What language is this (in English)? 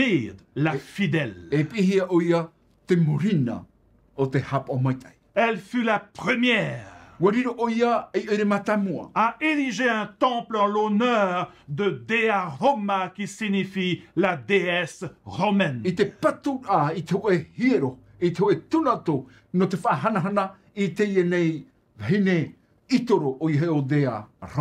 Tahitian